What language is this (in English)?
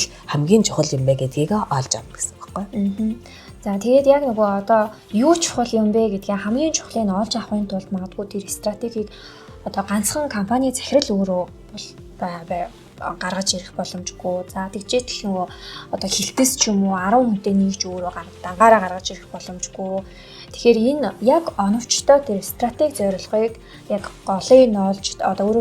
Mongolian